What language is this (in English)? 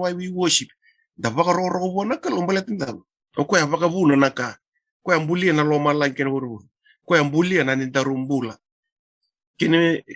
Fijian